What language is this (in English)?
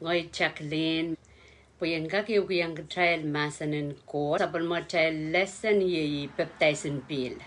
Pohnpeian